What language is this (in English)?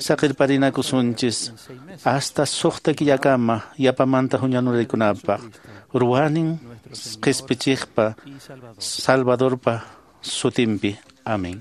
Quechua